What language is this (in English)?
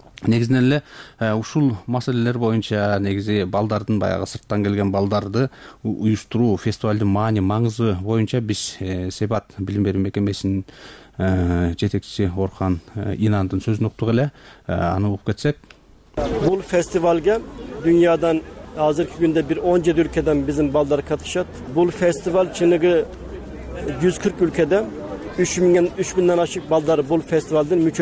Kyrgyz